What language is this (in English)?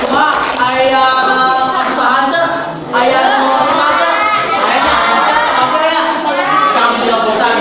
Sundanese